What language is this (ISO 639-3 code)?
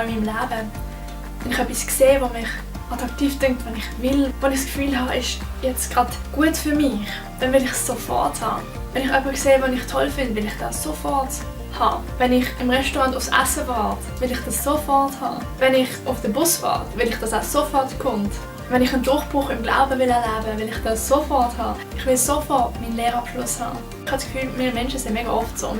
gsw